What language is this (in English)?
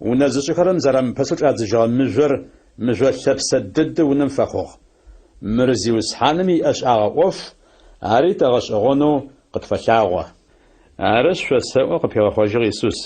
Adyghe